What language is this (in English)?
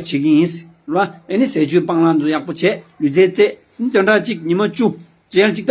Tibetan